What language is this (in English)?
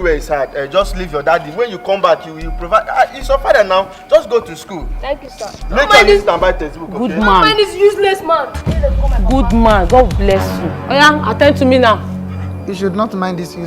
Nigerian Pidgin